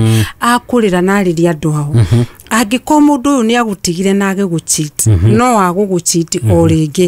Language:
Kikuyu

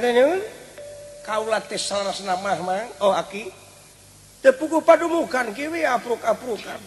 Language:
Sundanese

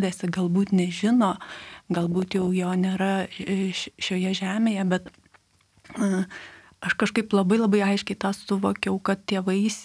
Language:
Lithuanian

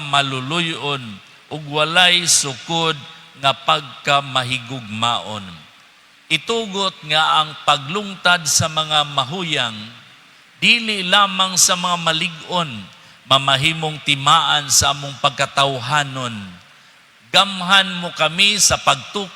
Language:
Cebuano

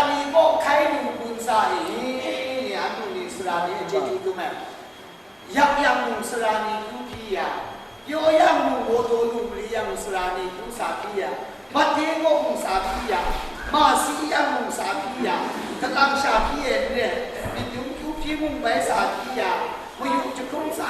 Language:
Kachin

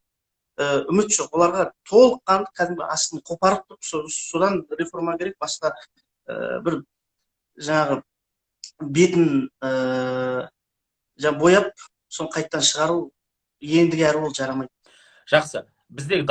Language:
Kazakh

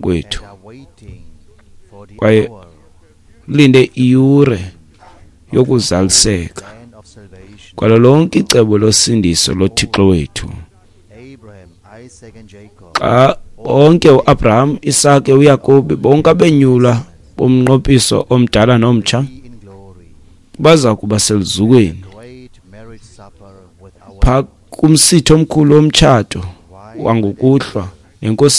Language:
Xhosa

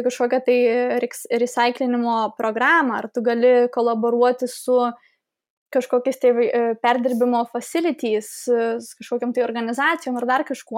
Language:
Lithuanian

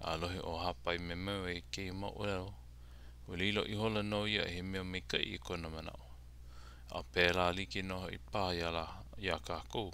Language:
Hawaiian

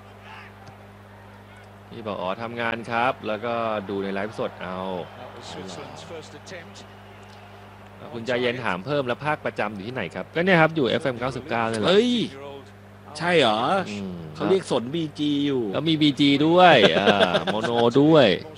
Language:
Thai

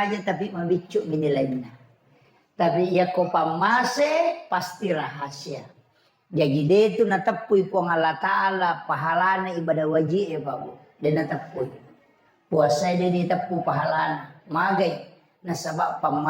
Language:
Buginese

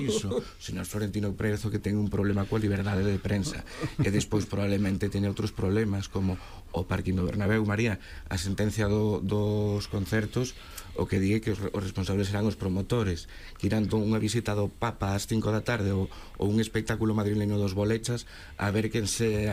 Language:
Galician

